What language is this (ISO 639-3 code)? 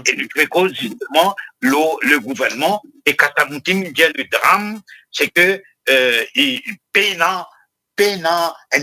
mfe